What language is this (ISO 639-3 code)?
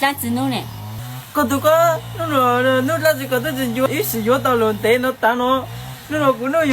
hmn